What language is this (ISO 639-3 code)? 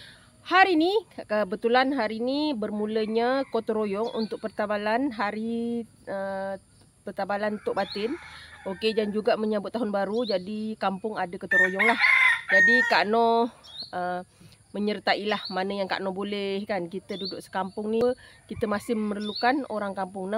msa